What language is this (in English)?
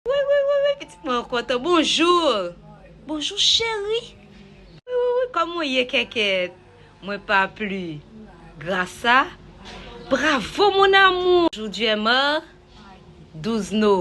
Haitian Creole